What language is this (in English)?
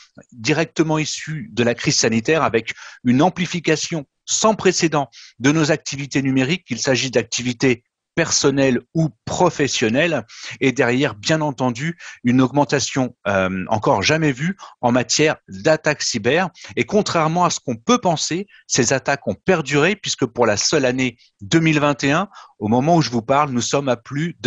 French